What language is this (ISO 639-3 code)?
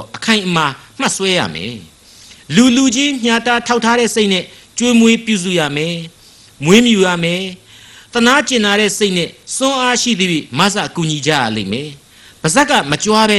mya